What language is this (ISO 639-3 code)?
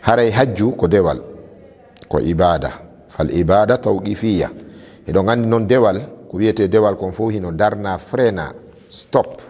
ful